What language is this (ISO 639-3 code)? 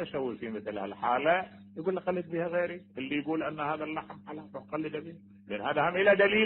acm